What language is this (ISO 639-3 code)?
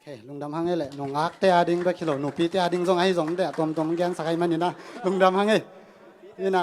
ctd